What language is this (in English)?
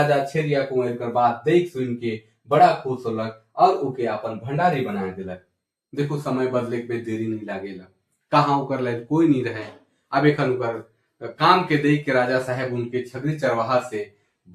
Sadri